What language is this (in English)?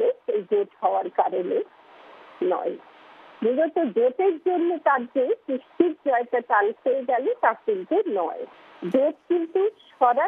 Bangla